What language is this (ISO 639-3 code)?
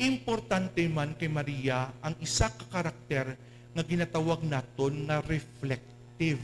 hil